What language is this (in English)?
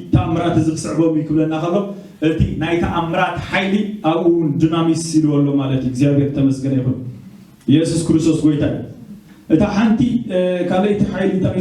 Tigrinya